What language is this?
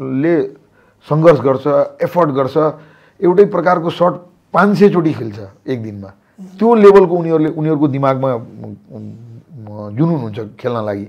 Nepali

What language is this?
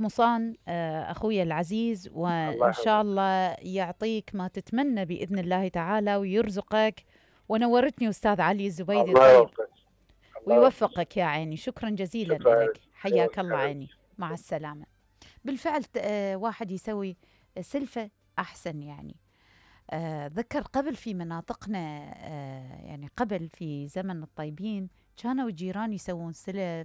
Mesopotamian Arabic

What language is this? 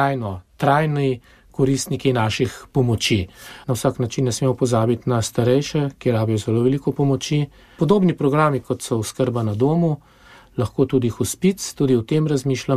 Slovenian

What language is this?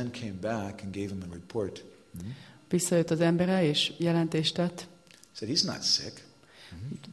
Hungarian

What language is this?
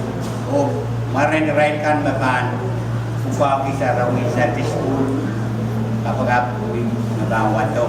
Pohnpeian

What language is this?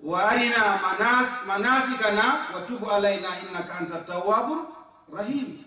Fula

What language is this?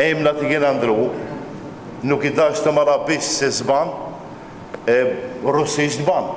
Albanian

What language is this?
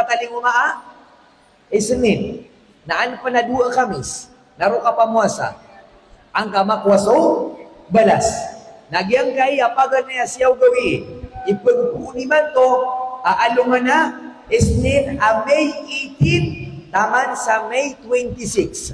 Maranao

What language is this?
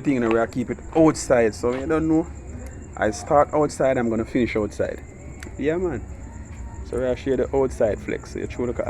Jamaican Creole English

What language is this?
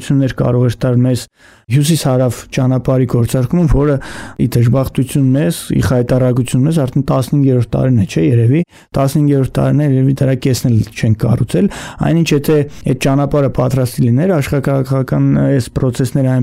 Armenian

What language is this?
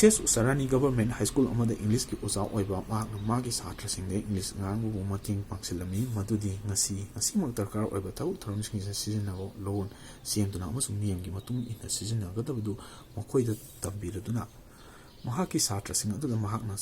Manipuri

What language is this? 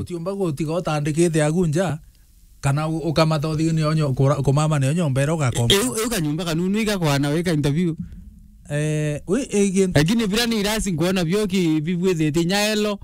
Meru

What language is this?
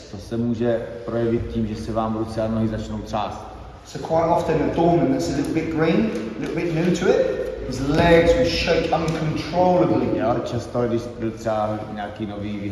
Czech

